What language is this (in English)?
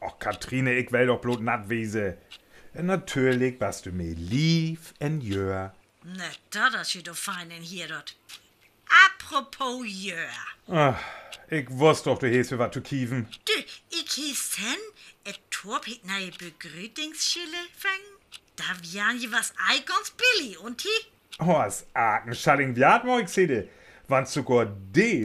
Northern Frisian